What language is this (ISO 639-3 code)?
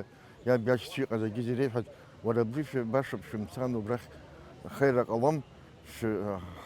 abk